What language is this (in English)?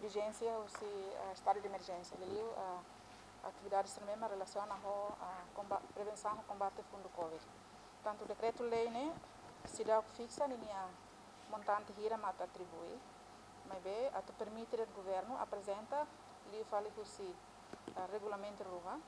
Tetum